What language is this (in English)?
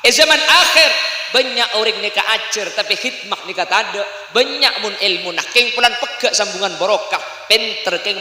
Madurese